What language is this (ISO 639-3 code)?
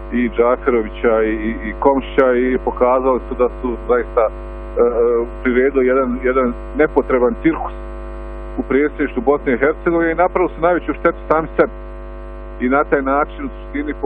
bos